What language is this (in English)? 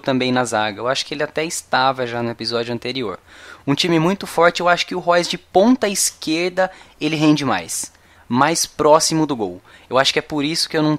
Portuguese